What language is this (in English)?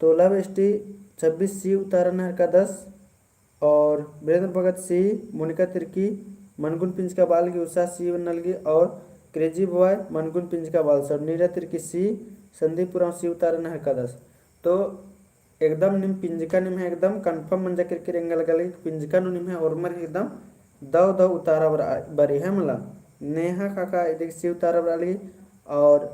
Kurukh